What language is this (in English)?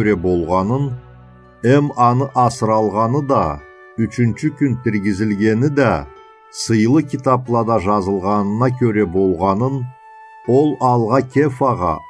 Karachay-Balkar